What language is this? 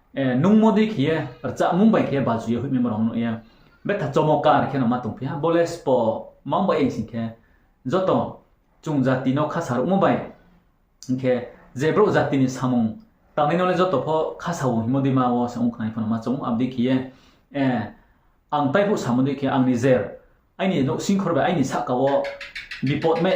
Riang (India)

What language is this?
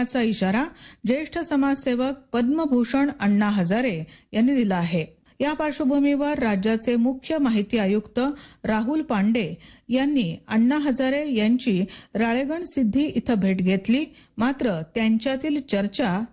Marathi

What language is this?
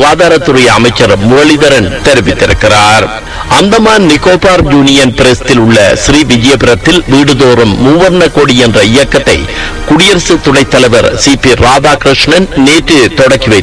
Tamil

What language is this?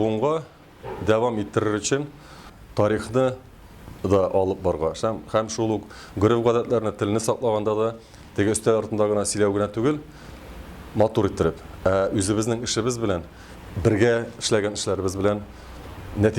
Tatar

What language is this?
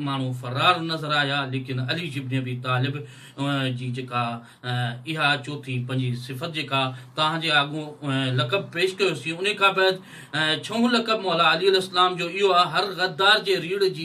Sindhi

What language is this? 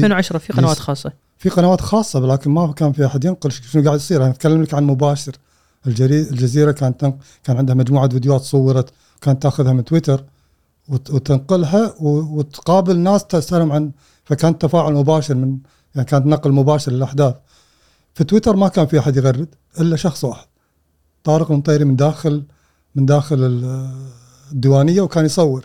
Gulf Arabic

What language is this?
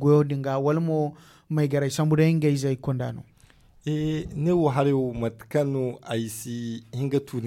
Zarma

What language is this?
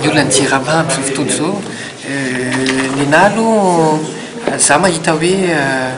Malagasy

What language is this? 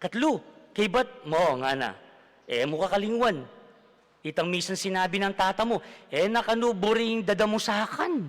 Pampanga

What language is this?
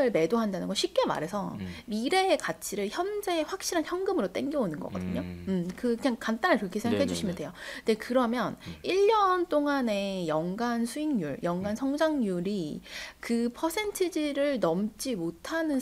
Korean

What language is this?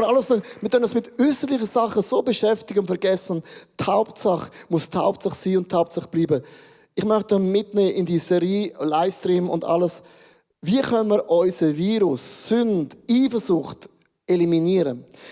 Swiss German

